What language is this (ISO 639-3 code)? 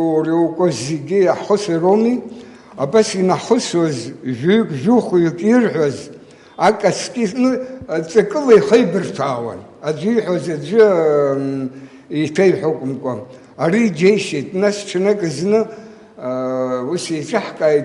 abk